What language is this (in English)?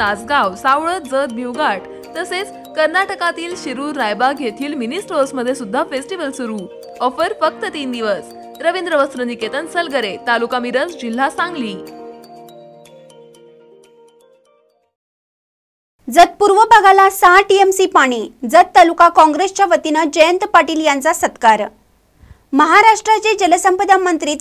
Marathi